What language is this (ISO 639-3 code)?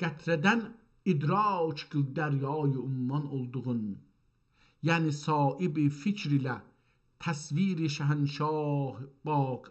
azb